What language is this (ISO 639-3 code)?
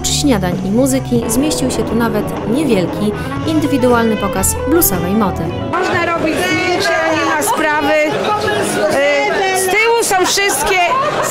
pol